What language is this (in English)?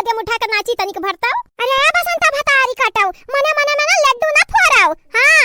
Awadhi